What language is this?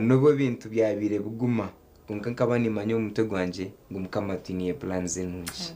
Nyankole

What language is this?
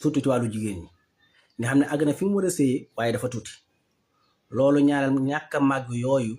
Wolof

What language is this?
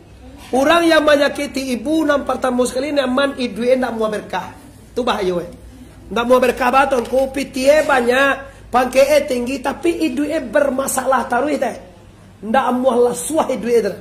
Minangkabau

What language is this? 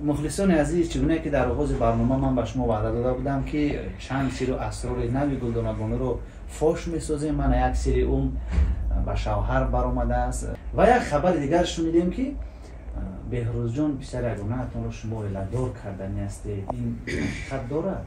Tajik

